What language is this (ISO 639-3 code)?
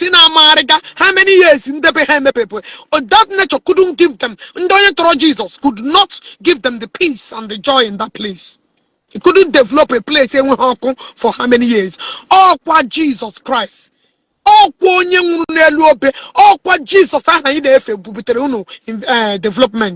ibo